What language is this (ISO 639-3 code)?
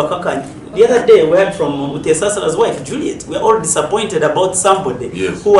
nyn